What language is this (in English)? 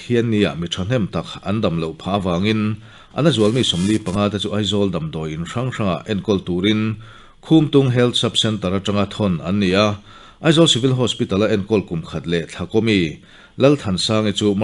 Mizo